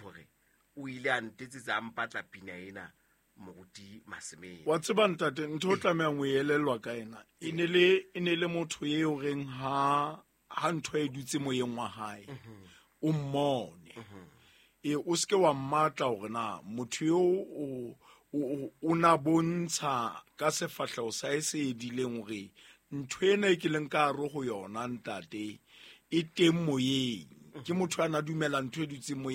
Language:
Southern Sotho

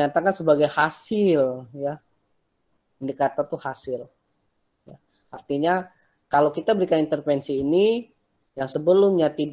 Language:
Indonesian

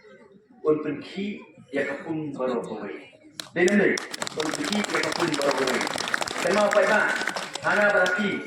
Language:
Khasi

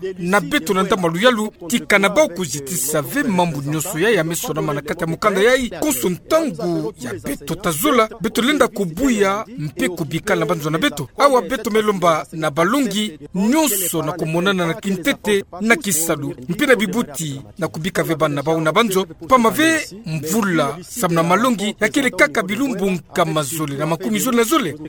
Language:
Kituba (Democratic Republic of Congo)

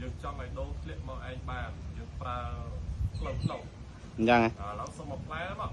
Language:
Khmer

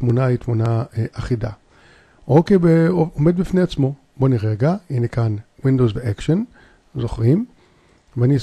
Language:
Hebrew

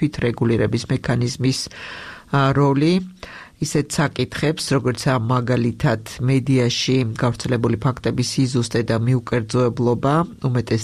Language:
Georgian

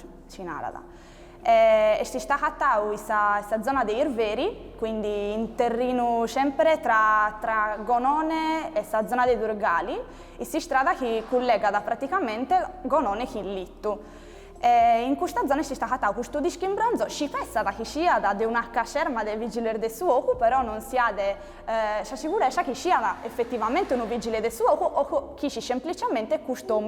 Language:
Sardinian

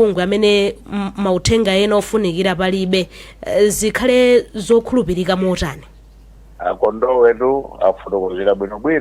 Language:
Nyanja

